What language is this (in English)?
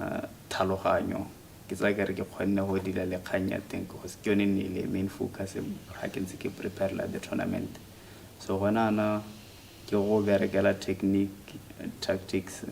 Tswana